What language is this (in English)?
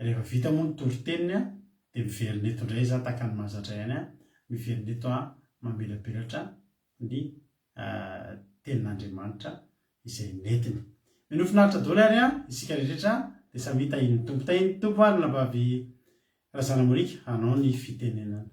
Malagasy